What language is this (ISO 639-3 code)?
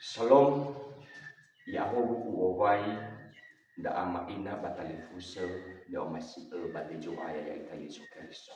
nia